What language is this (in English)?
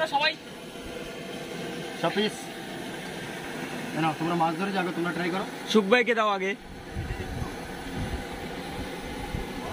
Bangla